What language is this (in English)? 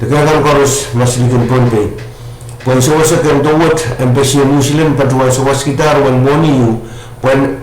Pohnpeian